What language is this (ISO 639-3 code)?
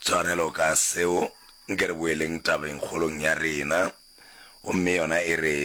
nso